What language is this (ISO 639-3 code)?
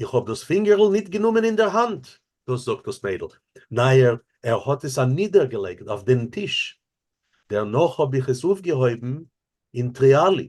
yid